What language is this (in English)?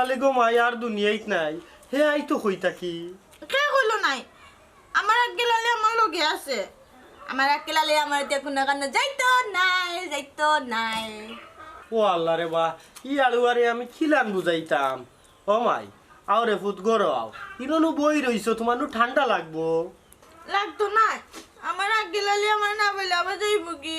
Sylheti